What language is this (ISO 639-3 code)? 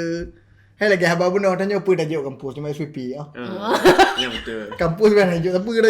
ace